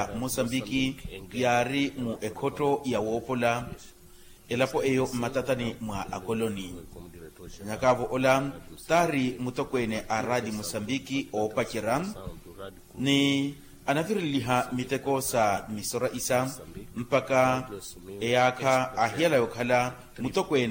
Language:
Makhuwa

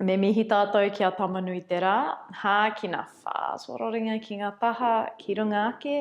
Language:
Māori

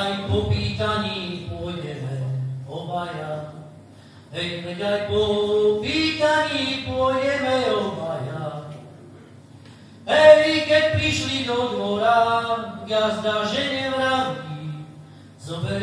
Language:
Slovak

